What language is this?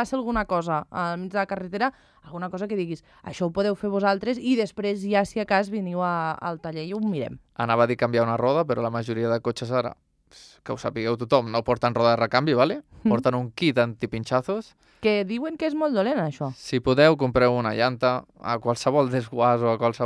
Catalan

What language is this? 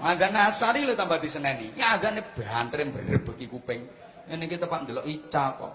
Javanese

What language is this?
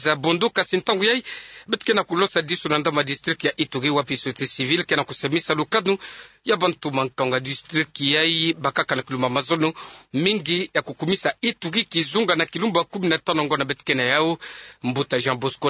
Kituba (Democratic Republic of Congo)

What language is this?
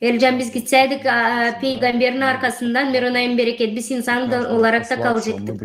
Gagauz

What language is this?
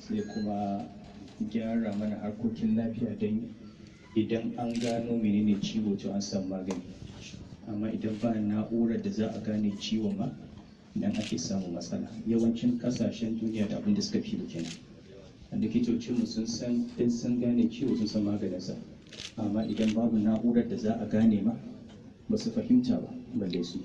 Hausa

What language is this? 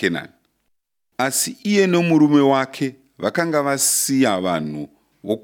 Shona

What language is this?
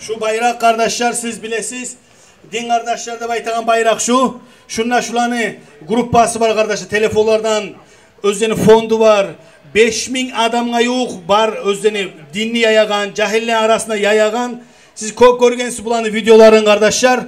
Kumyk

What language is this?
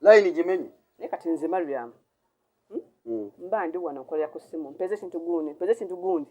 Ganda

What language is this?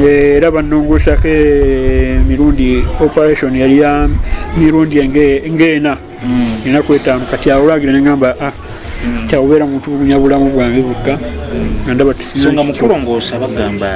Ganda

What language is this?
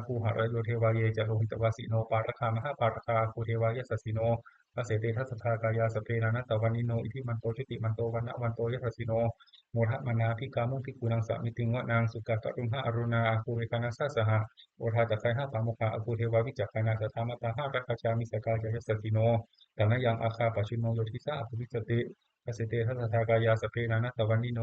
Pali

